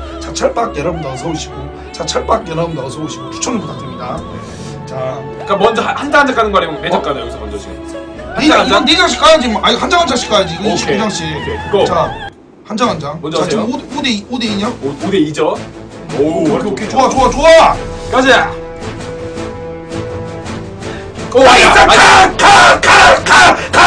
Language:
Korean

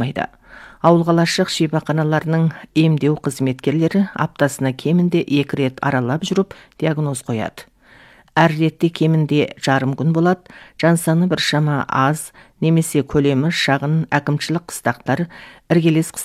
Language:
Kazakh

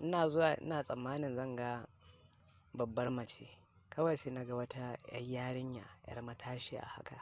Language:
Hausa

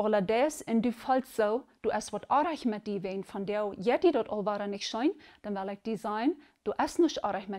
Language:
Plautdietsch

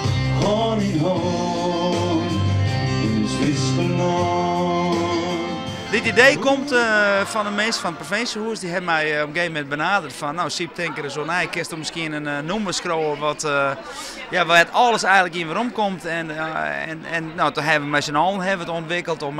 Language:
Western Frisian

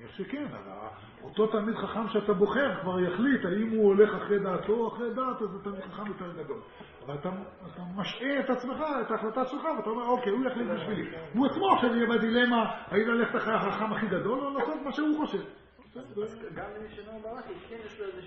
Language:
Hebrew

